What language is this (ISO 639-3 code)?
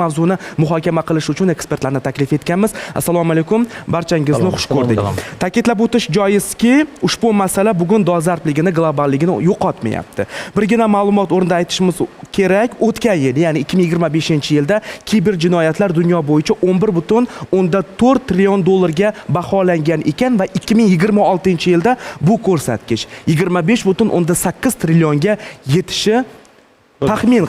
uzb